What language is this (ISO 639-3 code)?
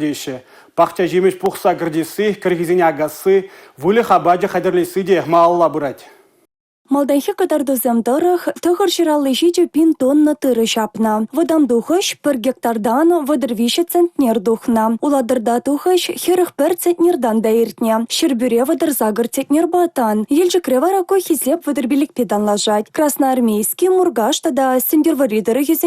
chv